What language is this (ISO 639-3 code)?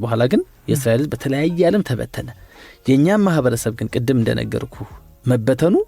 amh